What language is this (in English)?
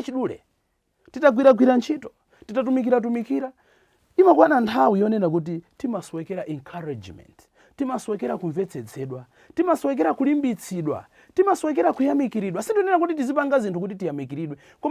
Nyanja